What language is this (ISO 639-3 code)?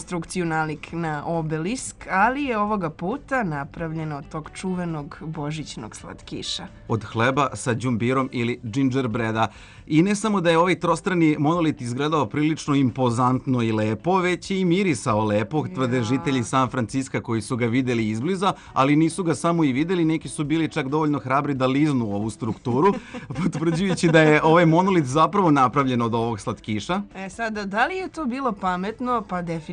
srp